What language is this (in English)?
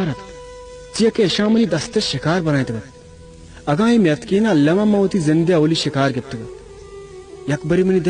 Baluchi